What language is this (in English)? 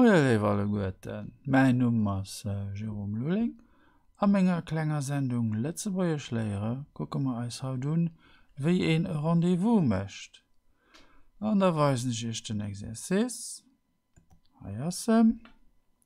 Luxembourgish